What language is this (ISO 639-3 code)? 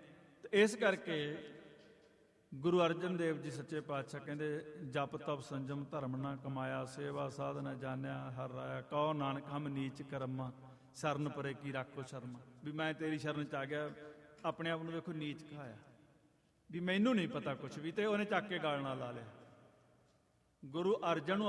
pan